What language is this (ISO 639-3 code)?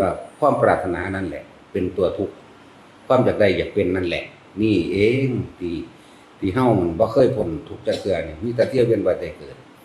tts